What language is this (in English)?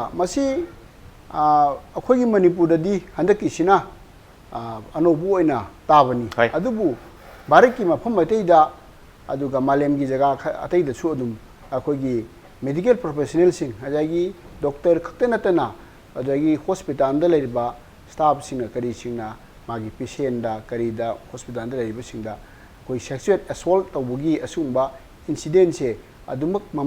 Manipuri